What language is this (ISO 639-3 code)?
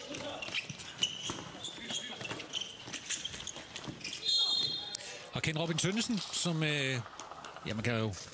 dan